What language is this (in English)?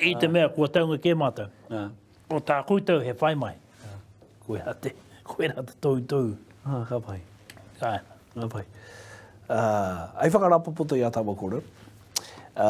Māori